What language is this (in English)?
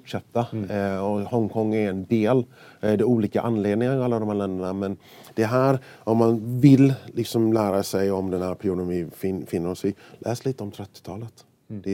Swedish